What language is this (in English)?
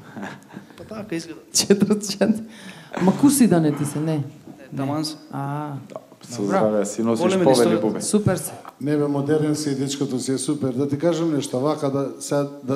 Macedonian